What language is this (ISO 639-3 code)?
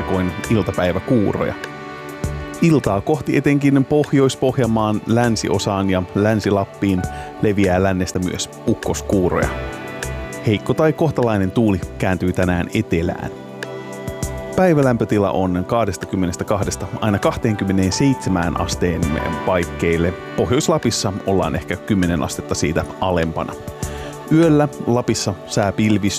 fin